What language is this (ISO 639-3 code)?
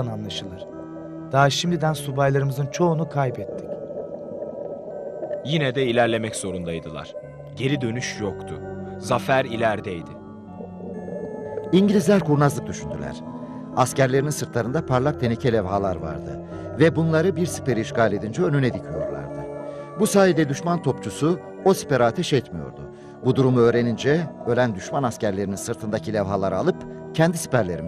tur